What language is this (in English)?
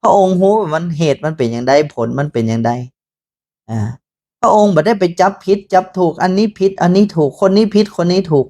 Northern Thai